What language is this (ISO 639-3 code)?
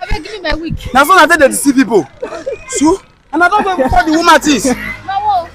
pcm